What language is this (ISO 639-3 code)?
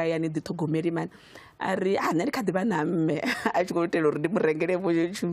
ven